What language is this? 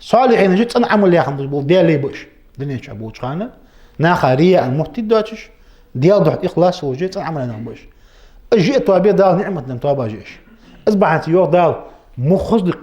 Ingush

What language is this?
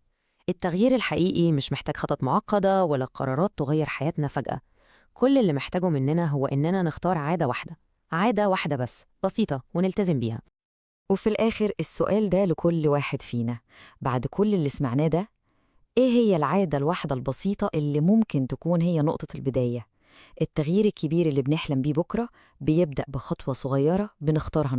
Egyptian Arabic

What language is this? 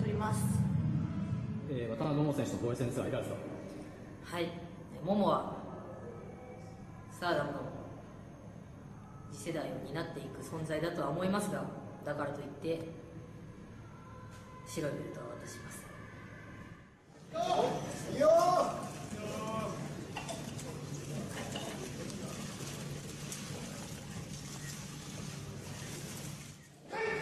Japanese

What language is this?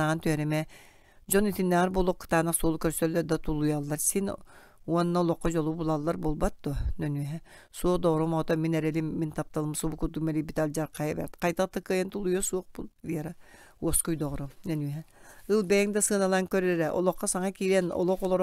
Yakut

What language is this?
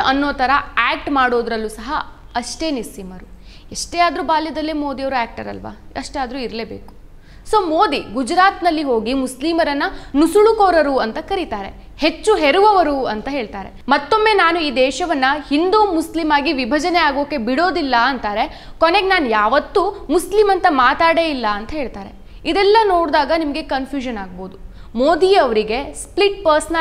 Kannada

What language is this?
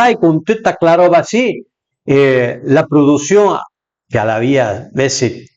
Piedmontese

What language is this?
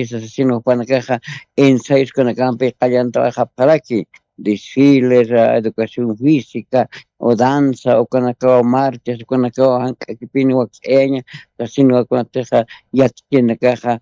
Aymara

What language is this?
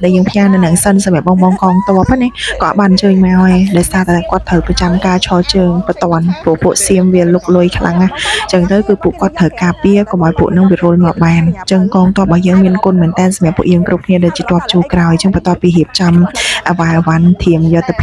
Khmer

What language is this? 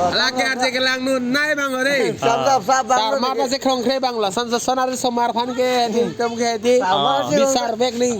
Karbi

